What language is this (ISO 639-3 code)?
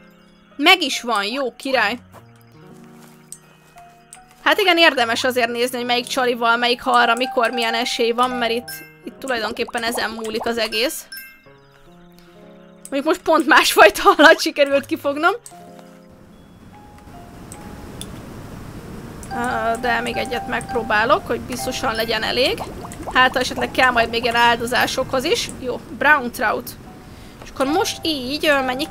hun